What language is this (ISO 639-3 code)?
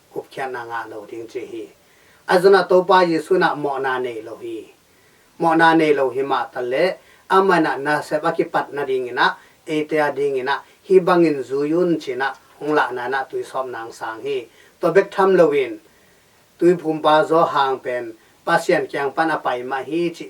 ctd